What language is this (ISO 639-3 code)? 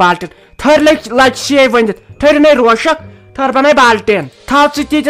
kas